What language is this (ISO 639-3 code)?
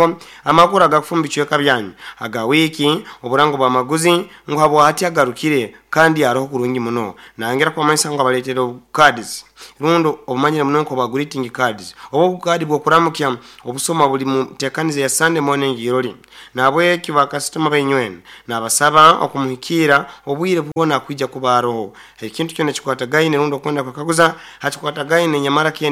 nyo